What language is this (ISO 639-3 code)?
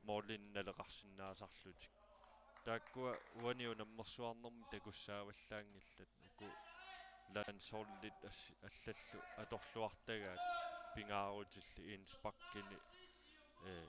kal